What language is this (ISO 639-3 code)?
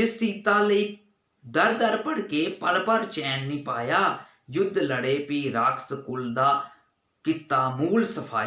doi